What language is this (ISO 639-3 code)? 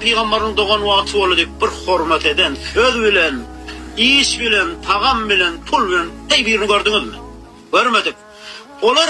tuk